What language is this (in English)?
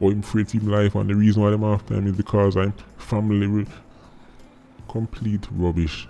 Jamaican Creole English